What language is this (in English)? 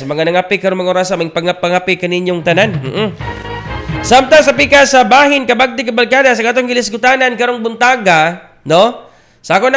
Cebuano